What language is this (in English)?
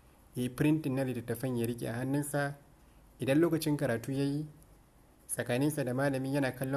Hausa